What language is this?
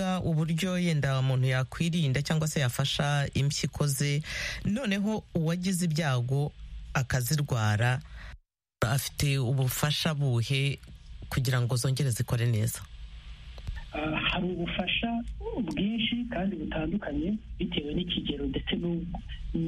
Kinyarwanda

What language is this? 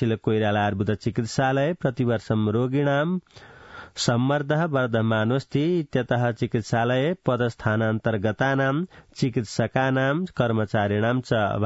Sanskrit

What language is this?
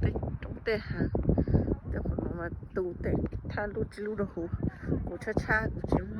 Hmong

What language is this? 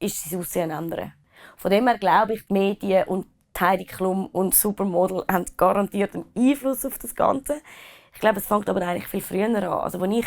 Swiss German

